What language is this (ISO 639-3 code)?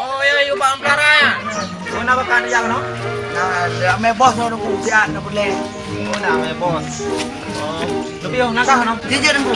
ace